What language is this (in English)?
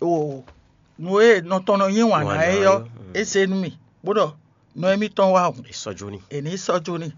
Fon